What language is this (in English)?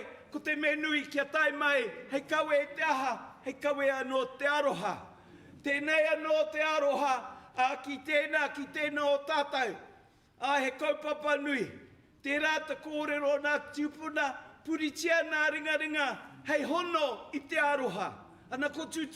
Māori